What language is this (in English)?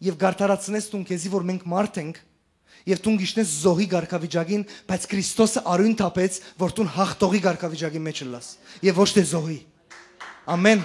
Western Armenian